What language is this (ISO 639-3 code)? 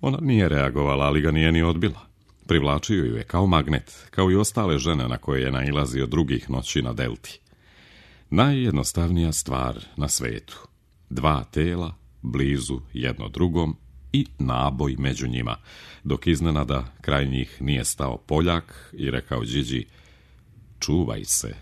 srp